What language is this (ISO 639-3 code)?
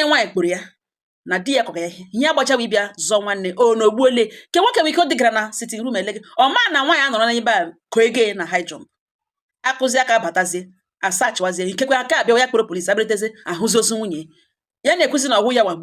ibo